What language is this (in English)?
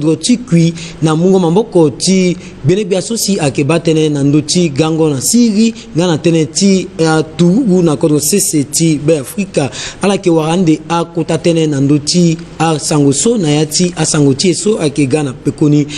Sango